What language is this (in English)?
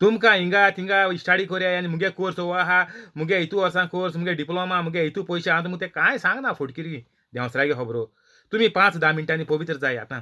Konkani